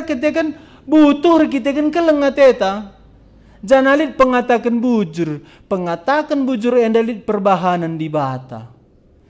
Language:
Batak Karo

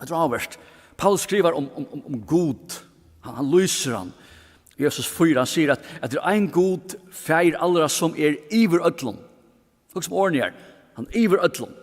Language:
Faroese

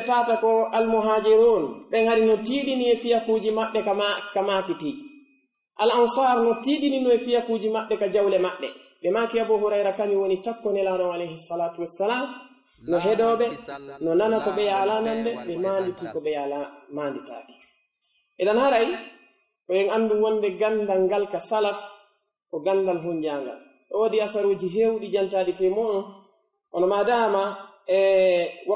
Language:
Pular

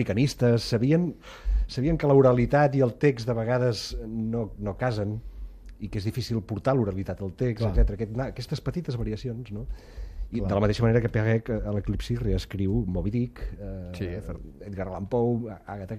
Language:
Catalan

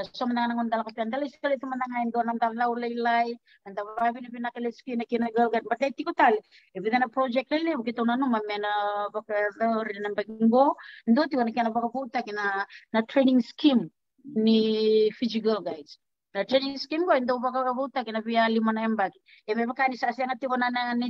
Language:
Fijian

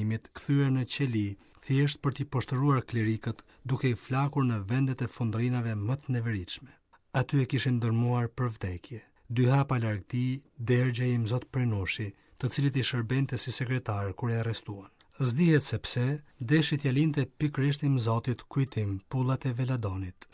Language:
Albanian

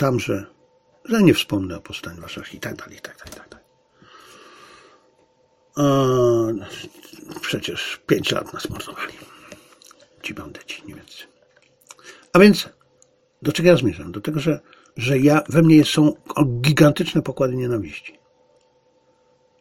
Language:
Polish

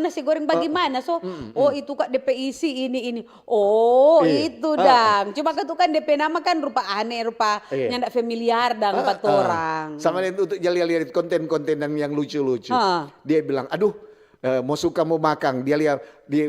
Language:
Manado Malay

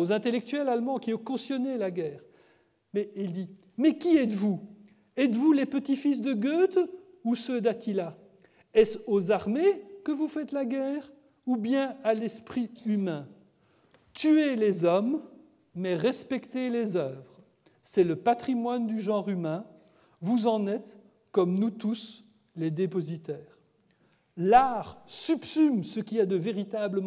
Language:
French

